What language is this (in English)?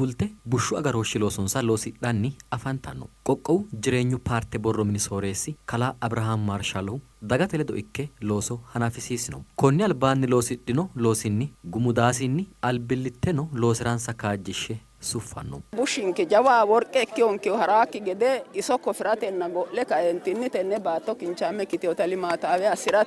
Sidamo